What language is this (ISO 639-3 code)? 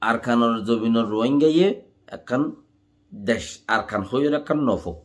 rhg